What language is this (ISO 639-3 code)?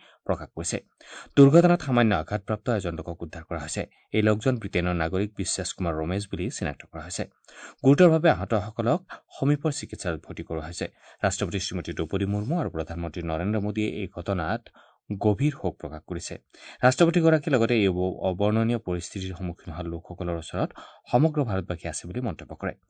asm